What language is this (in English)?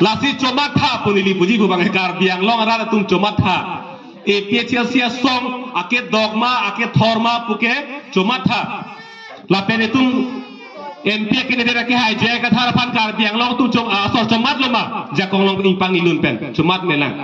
Karbi